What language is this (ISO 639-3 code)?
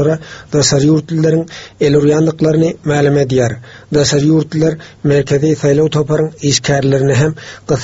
tuk